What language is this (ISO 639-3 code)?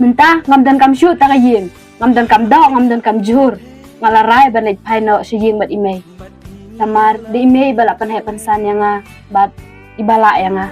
kha